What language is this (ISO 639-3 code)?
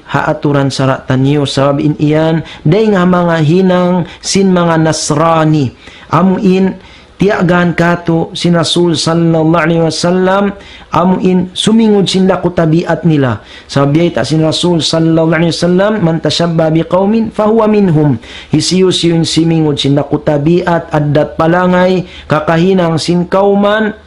tsg